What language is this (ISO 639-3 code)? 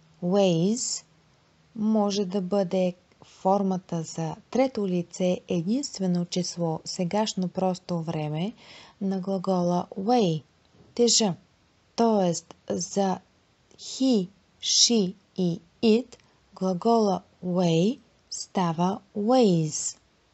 bul